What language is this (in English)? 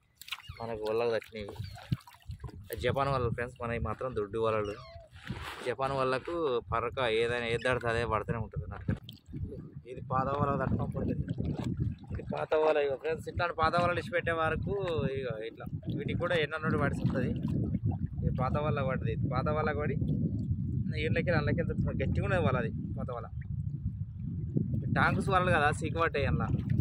Telugu